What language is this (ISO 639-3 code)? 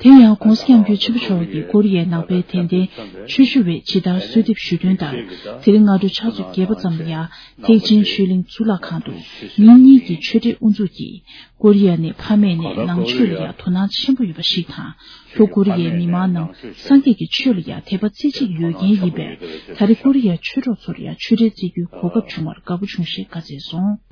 bod